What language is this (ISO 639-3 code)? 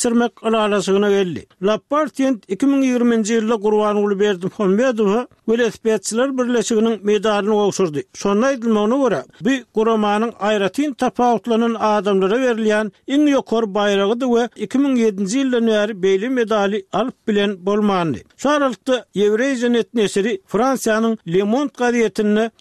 tuk